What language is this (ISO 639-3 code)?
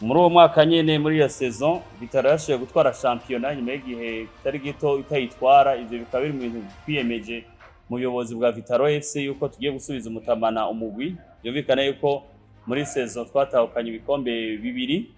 run